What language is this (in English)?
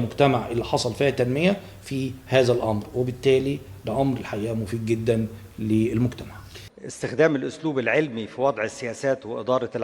Egyptian Arabic